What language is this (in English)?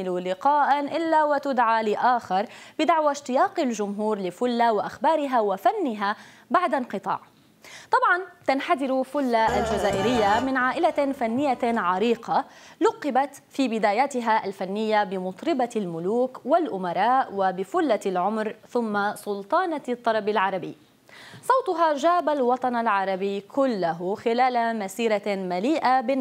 Arabic